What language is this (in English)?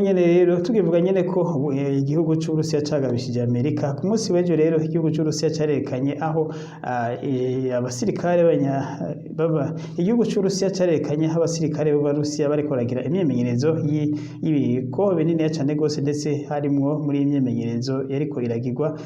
Rundi